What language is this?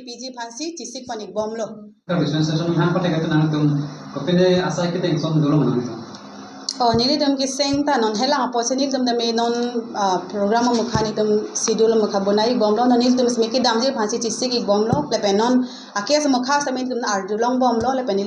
Karbi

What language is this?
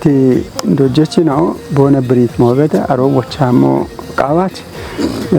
Kafa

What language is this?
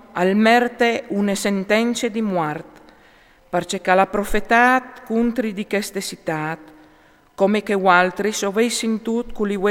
Friulian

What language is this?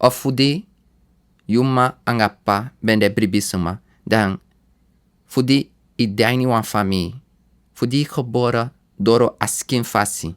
Sranan Tongo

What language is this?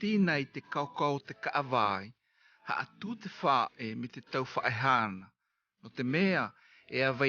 South Marquesan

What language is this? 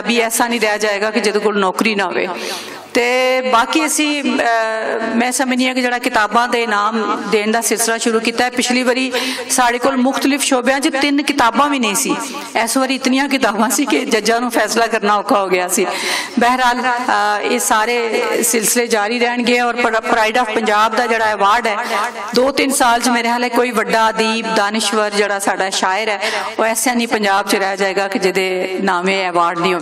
Western Panjabi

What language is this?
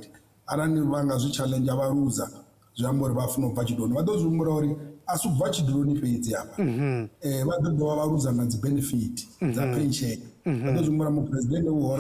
Venda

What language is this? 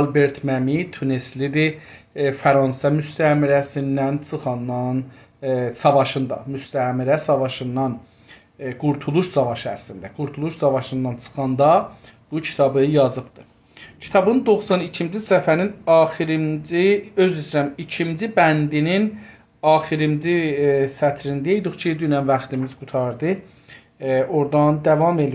South Azerbaijani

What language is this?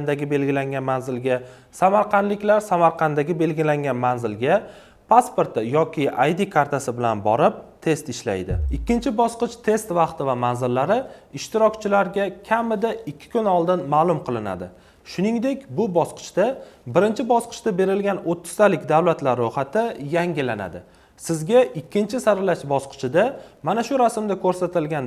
Uzbek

